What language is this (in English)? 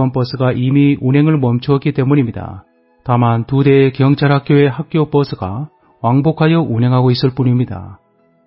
Korean